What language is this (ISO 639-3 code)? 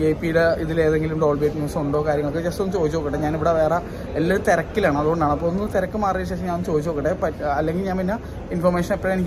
mal